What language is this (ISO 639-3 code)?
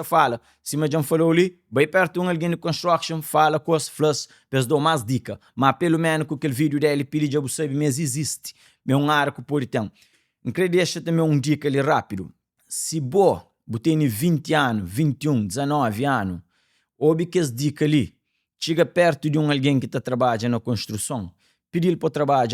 kea